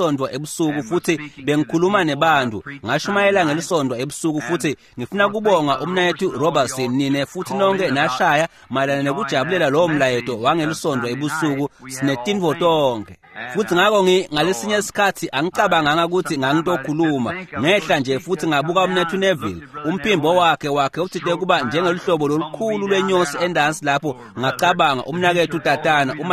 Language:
Swati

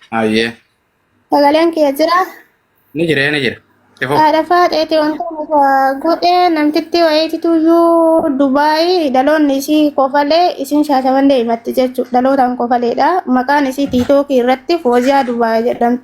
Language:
Oromo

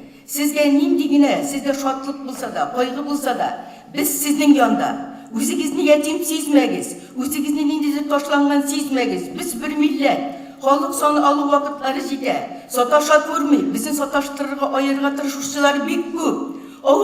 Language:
Tatar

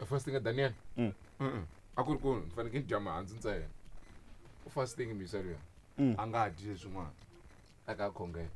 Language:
Tsonga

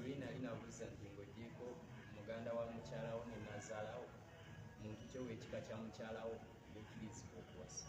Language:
Ganda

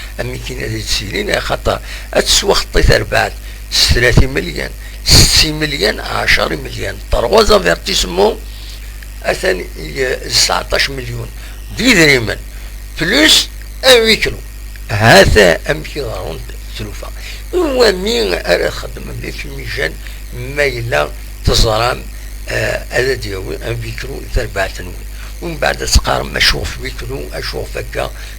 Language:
Kabyle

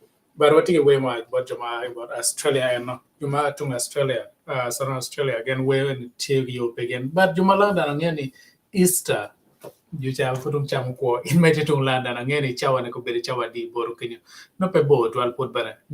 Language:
Acoli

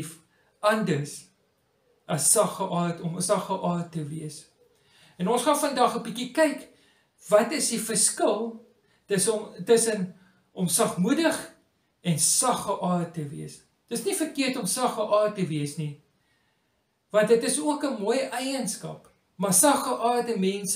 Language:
Afrikaans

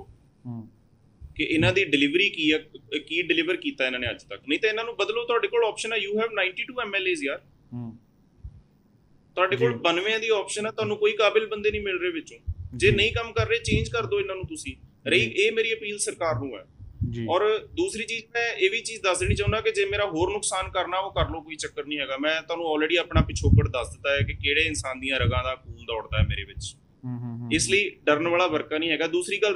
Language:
Punjabi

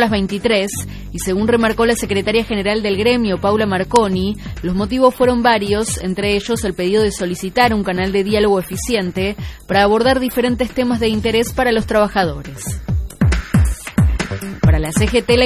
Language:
Spanish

